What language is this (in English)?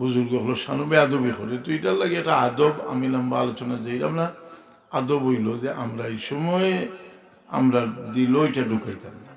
Sylheti